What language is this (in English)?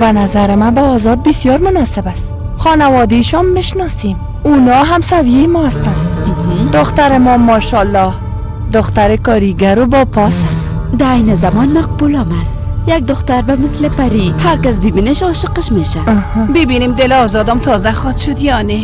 Persian